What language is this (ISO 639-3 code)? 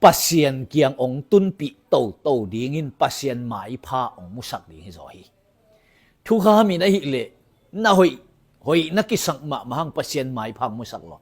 ctd